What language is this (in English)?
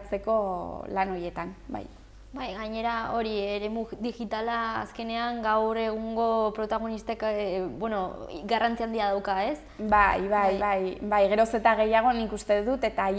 Basque